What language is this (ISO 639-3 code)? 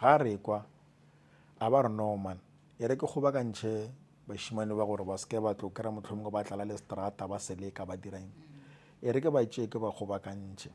nso